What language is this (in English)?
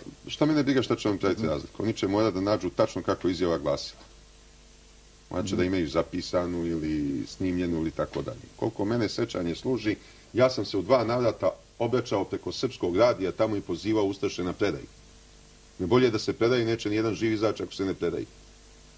Serbian